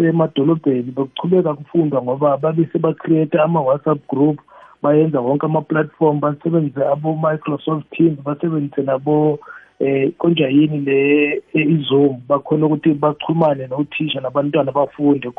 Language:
South Ndebele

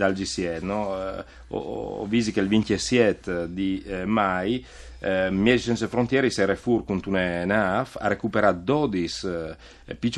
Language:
Friulian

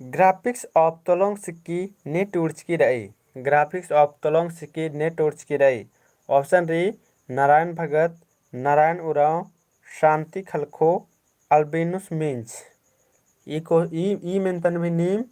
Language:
Kurukh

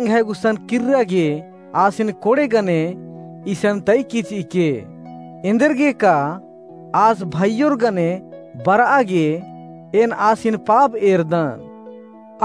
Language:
Kurukh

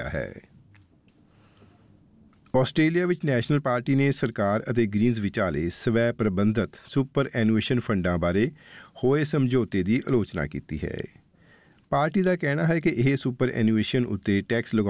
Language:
Punjabi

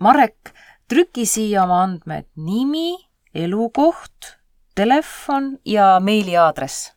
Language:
Estonian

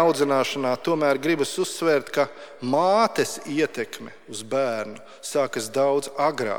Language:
Latvian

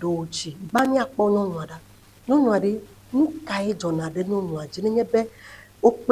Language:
Ewe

